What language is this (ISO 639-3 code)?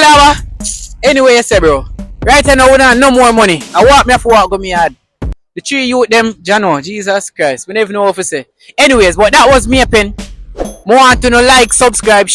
jam